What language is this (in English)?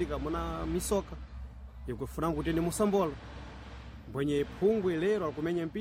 Sena